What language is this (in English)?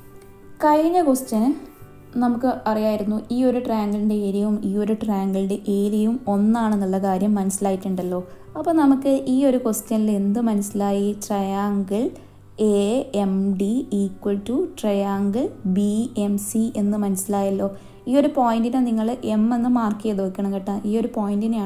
Malayalam